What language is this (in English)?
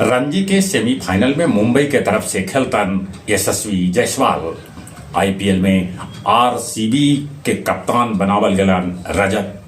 Magahi